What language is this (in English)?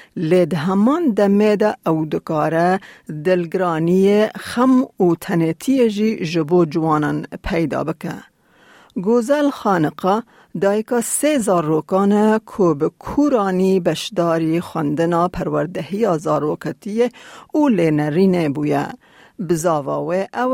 Kurdish